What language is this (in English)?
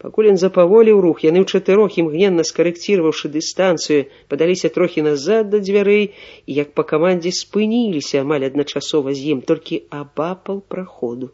Belarusian